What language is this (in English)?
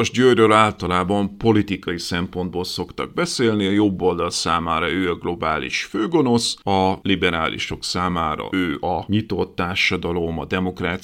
Hungarian